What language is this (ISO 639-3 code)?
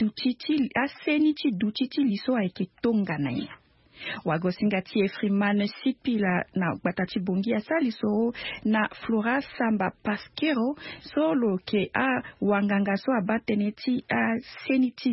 sag